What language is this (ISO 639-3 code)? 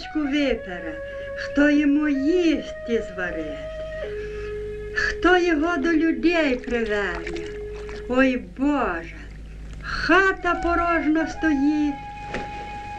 ukr